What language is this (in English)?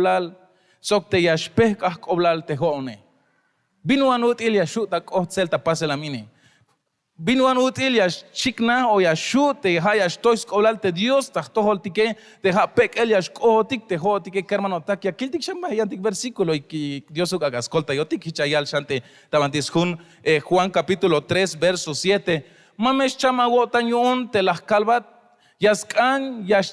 Tzeltal